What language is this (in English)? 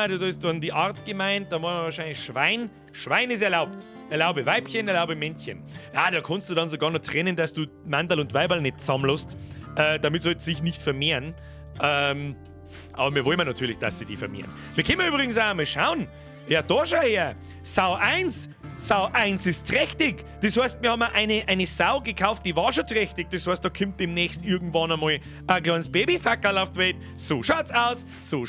Bavarian